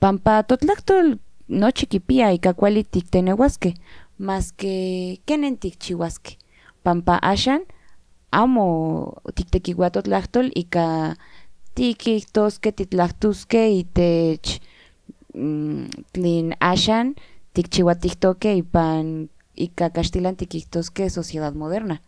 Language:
Central Nahuatl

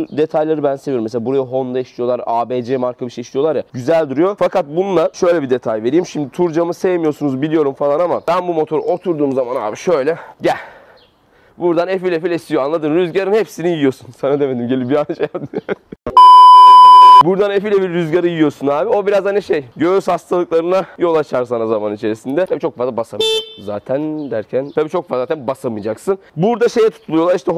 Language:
Turkish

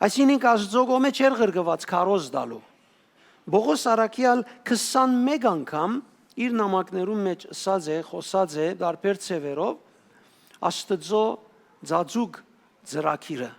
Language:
Western Armenian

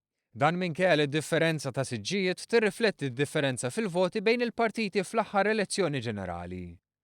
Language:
Maltese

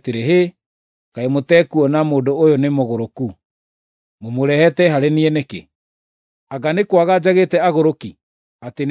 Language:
Kikuyu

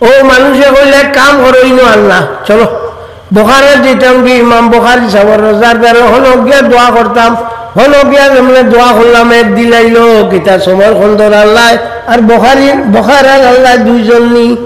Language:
Sylheti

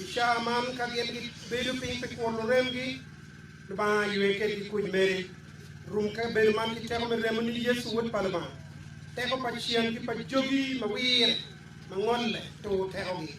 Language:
Acoli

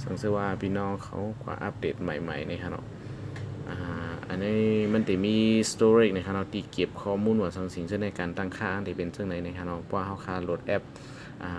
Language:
Shan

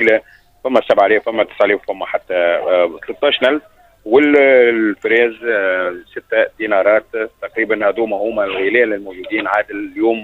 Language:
Tunisian Arabic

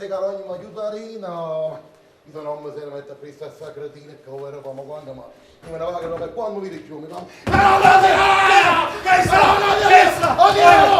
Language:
Neapolitan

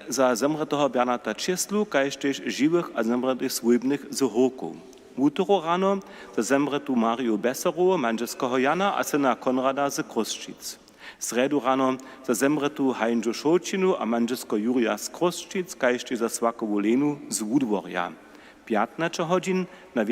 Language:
Upper Sorbian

